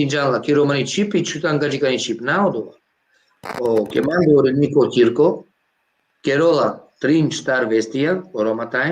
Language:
Balkan Romani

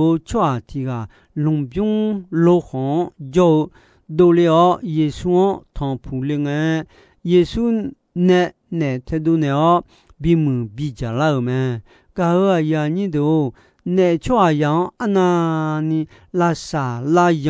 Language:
Akha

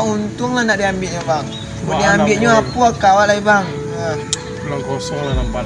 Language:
Minangkabau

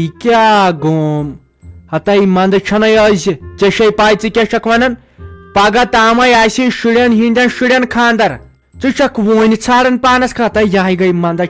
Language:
Kashmiri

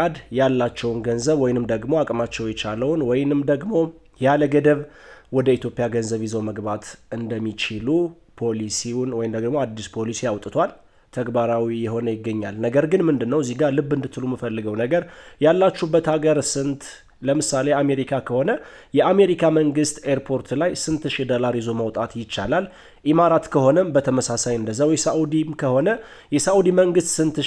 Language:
Amharic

